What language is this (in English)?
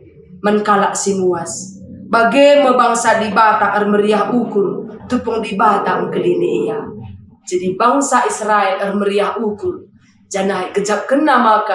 Batak Karo